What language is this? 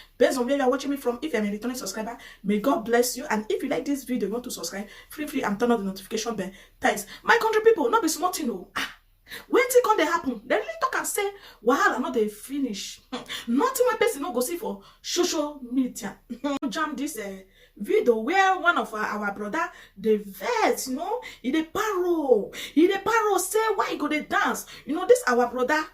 Nigerian Pidgin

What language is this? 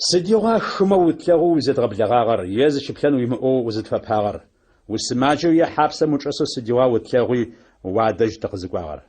Adyghe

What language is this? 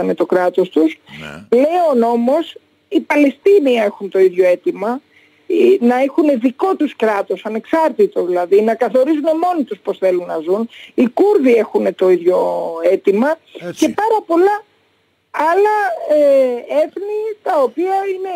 Greek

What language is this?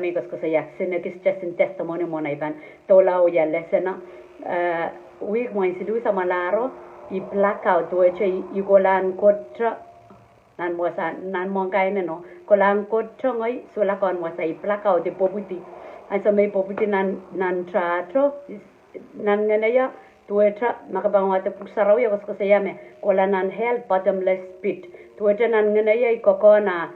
Pohnpeian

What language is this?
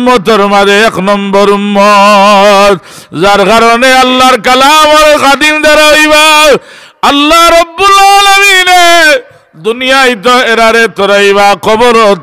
Sylheti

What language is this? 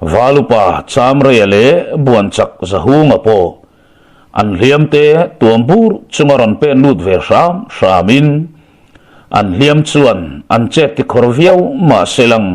Mizo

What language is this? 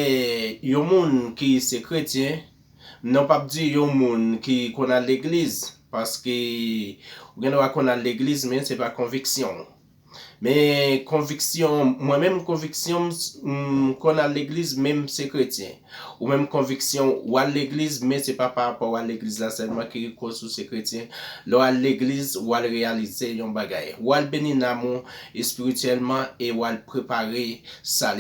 Haitian Creole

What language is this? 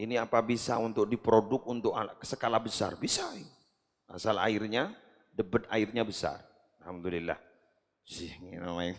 Madurese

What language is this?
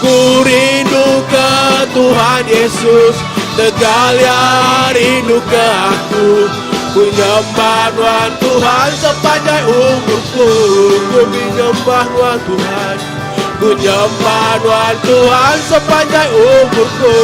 Iban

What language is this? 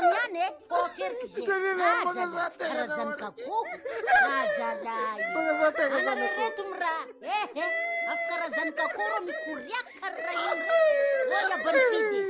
Malagasy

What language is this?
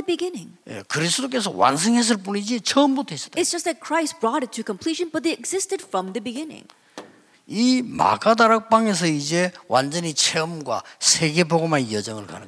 Korean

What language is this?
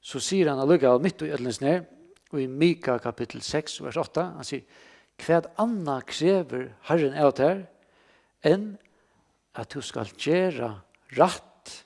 Faroese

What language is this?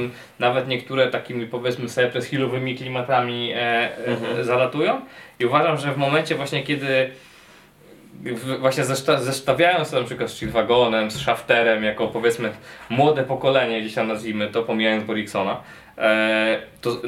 Polish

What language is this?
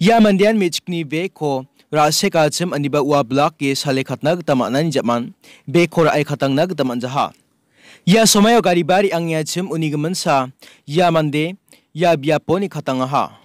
Garo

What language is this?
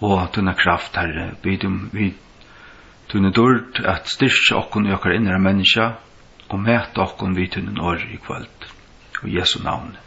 Faroese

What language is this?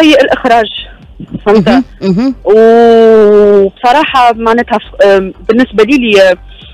Tunisian Arabic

